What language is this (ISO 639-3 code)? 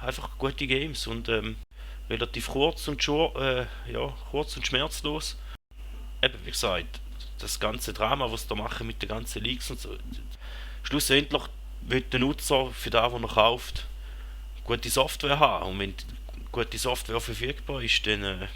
gsw